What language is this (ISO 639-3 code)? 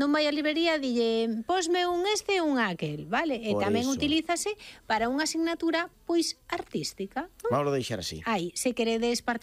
glg